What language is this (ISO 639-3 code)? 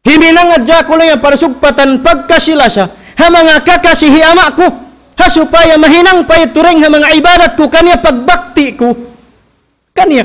tsg